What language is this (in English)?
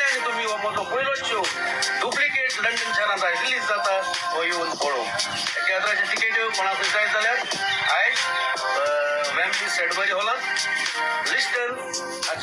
Konkani